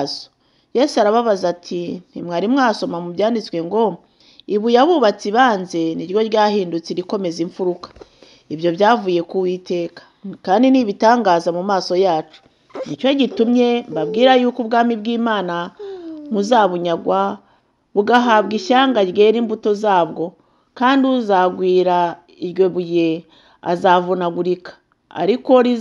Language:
Kinyarwanda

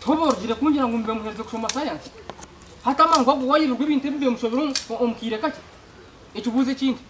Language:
Nyankole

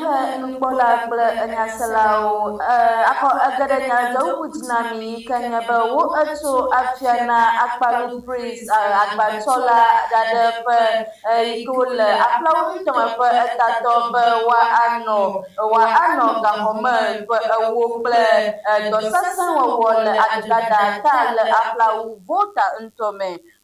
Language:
Ewe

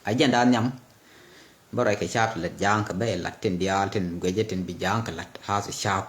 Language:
Nuer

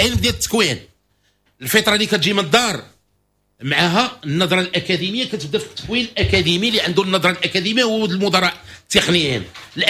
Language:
Moroccan Arabic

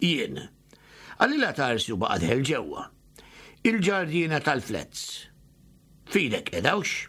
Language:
Maltese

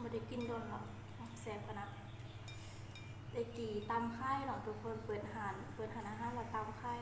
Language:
Lao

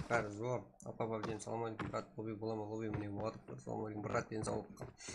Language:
Kara-Kalpak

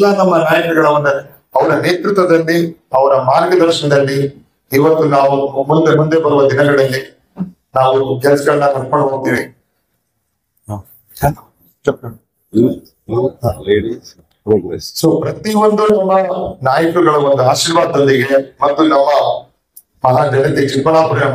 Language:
Kannada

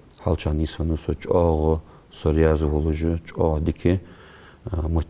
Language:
Ingush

